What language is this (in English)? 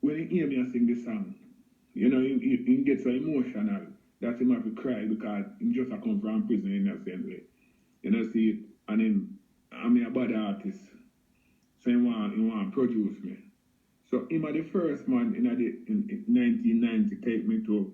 Jamaican Creole English